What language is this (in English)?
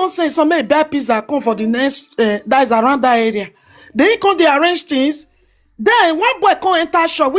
Nigerian Pidgin